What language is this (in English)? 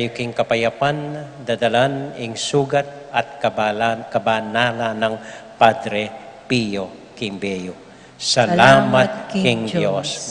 Pampanga